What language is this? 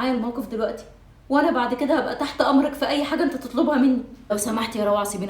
Egyptian Arabic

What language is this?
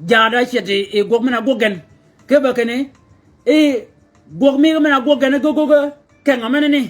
Shilluk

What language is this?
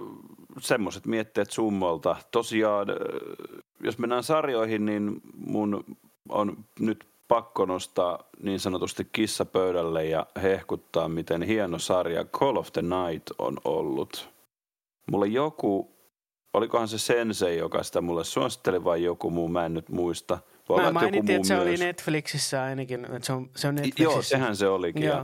Finnish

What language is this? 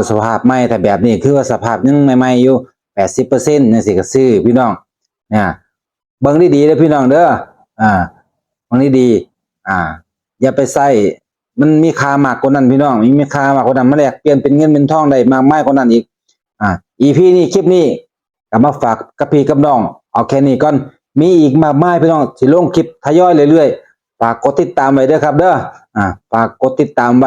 Northeastern Thai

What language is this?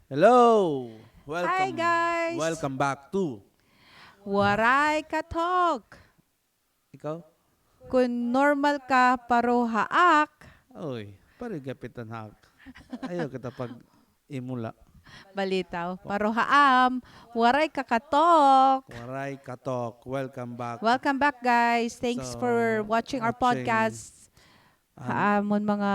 Waray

